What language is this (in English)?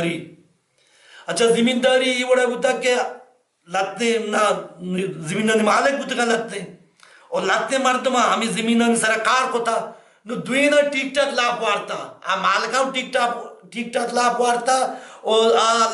Baluchi